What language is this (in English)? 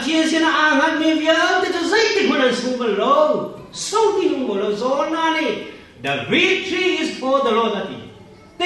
Hakha Chin